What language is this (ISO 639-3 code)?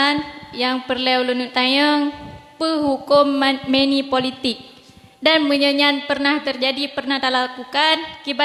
ace